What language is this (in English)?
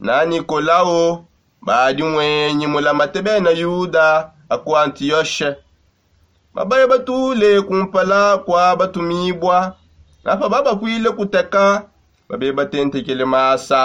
Songe